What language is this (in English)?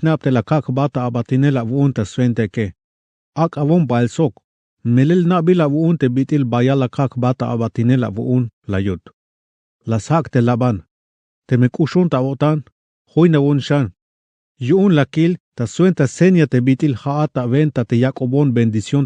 Tzeltal